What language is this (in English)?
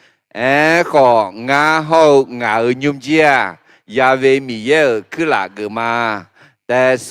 Akha